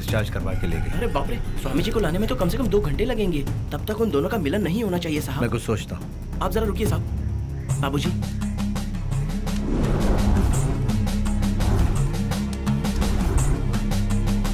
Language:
Hindi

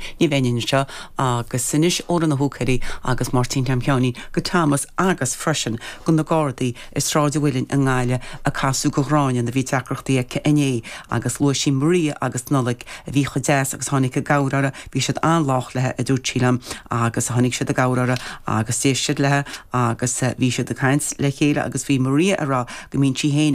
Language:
Irish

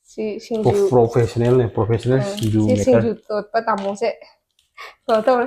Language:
Manipuri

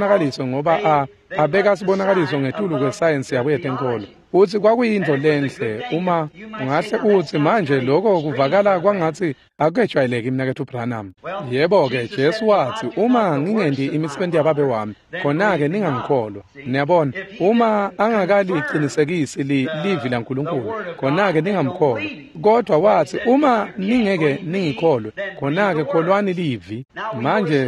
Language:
Swati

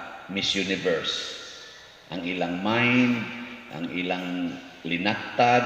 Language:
Cebuano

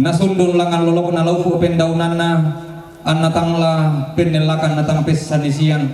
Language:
Toraja-Sa'dan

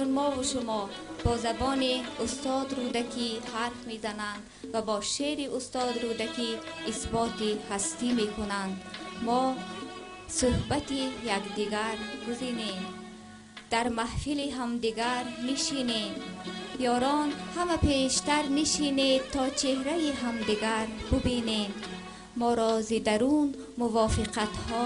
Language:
Tajik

